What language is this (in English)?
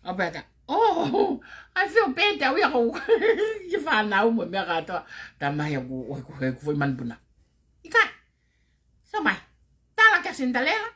Tongan